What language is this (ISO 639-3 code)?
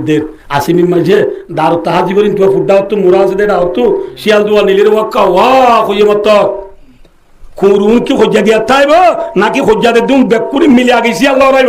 rhg